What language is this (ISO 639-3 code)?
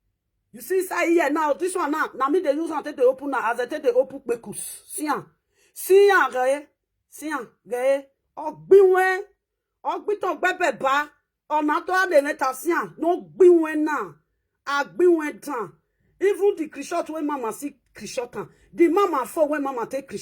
pcm